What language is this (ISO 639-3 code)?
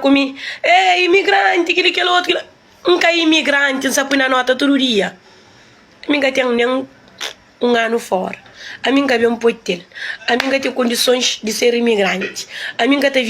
kea